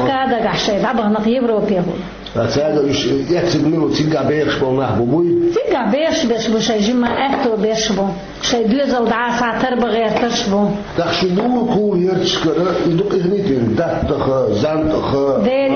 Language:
Chechen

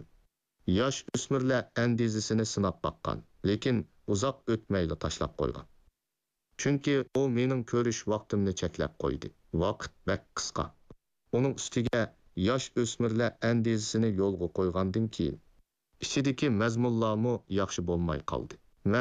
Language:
Uyghur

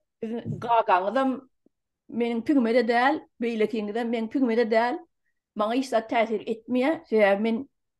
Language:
Turkmen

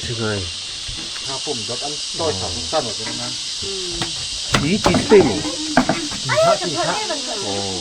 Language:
Falam Chin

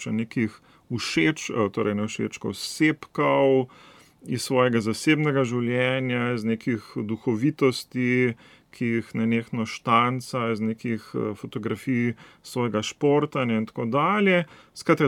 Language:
Slovenian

